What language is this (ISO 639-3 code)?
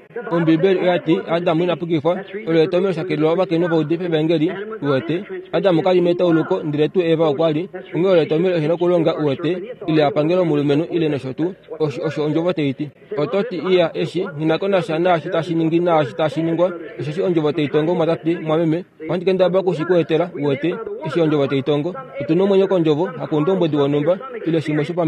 kua